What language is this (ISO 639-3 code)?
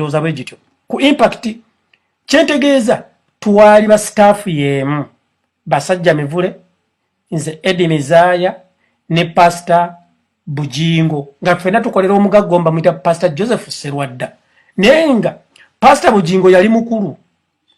lug